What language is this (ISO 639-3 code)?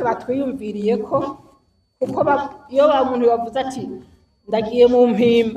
run